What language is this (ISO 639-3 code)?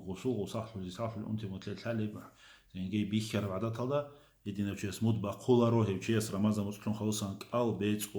ava